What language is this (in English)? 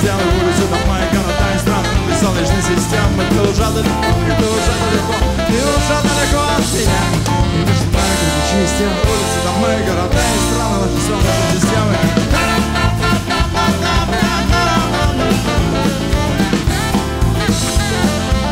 Russian